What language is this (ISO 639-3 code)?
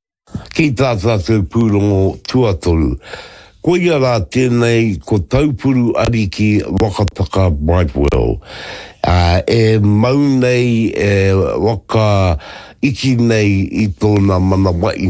mri